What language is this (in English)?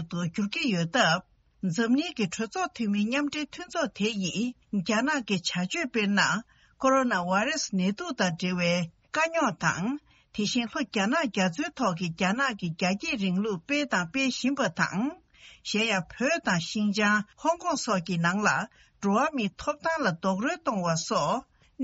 Tibetan